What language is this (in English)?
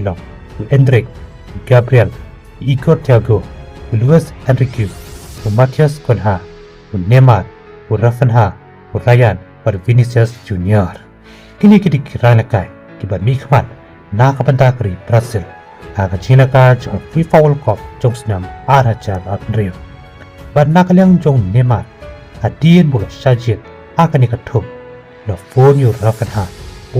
Khasi